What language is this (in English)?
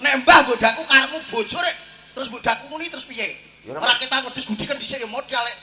Javanese